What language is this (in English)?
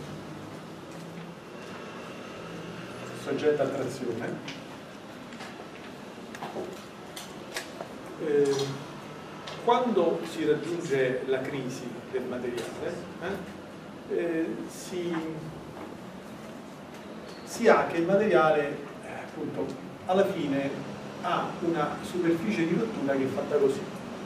Italian